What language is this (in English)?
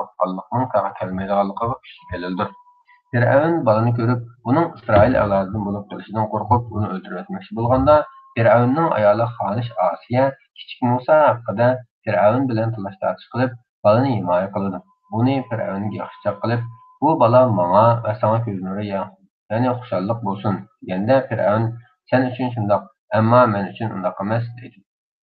Uyghur